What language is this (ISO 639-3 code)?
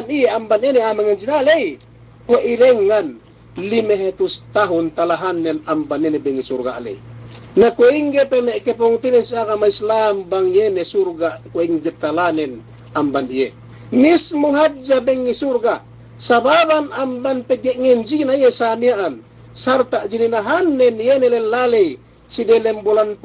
yka